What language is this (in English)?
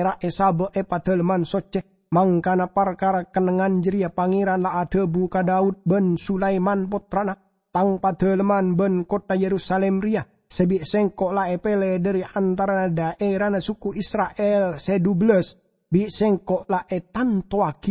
Madurese